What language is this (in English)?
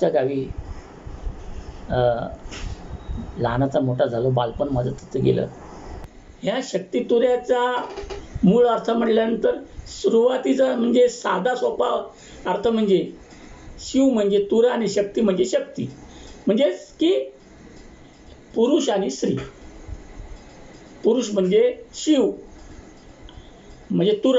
Marathi